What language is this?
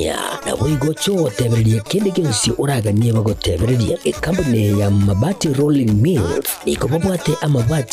Gusii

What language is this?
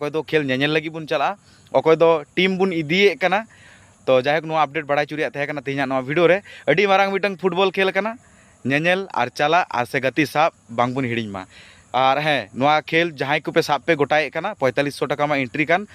Santali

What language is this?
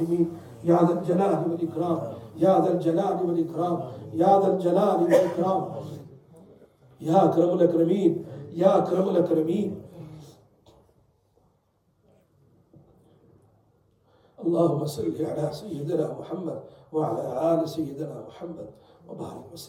Urdu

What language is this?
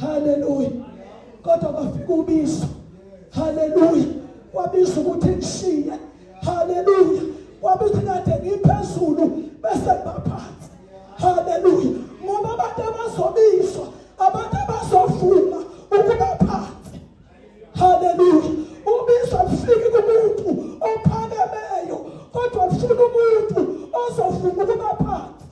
Zulu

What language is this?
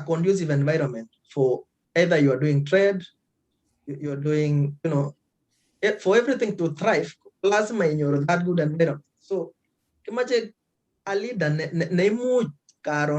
Kalenjin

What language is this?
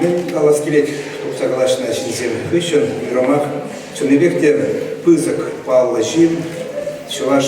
Chuvash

